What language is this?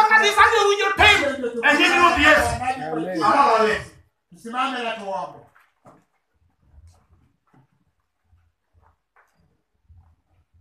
Luo (Kenya and Tanzania)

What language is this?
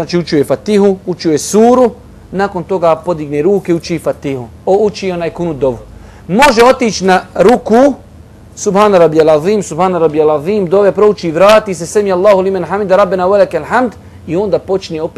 Bosnian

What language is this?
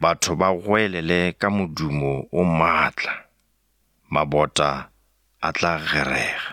Northern Sotho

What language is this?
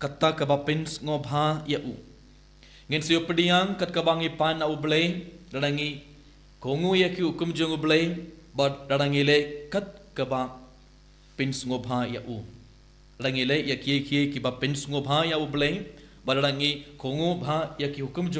Khasi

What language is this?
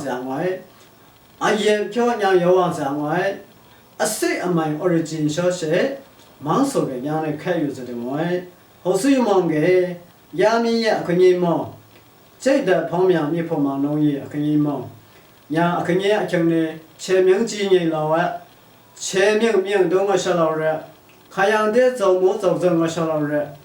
Lashi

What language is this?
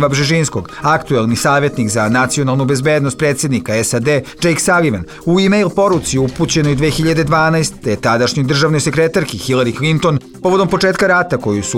Bosnian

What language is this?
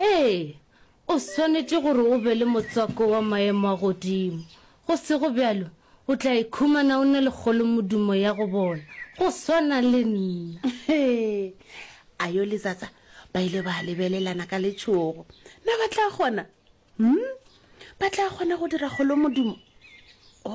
Northern Sotho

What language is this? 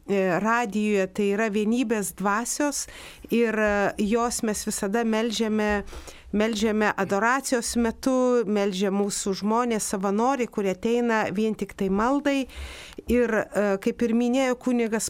Lithuanian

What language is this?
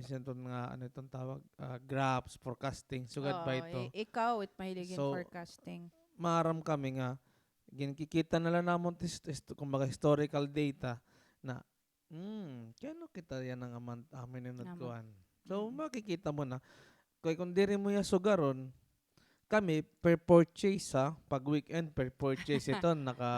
Waray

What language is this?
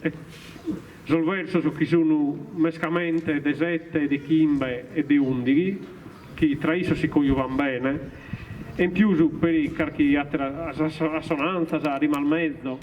Sardinian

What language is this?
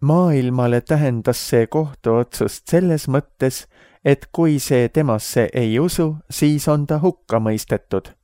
Estonian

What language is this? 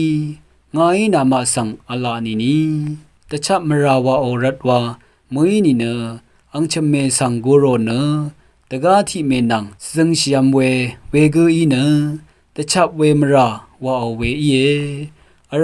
Rawang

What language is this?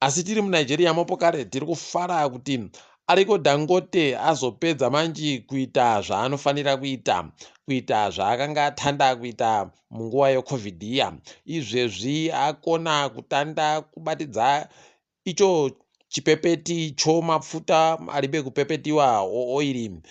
Ndau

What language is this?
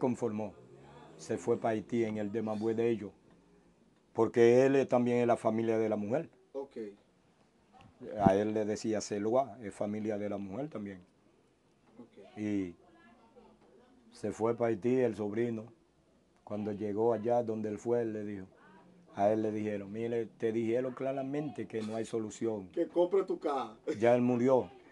Spanish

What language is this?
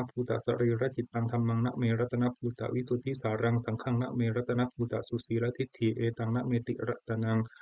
Pali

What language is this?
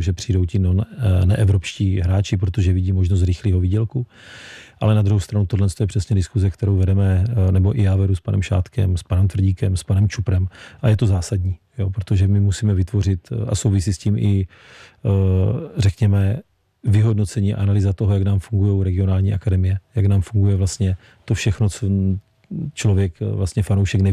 Czech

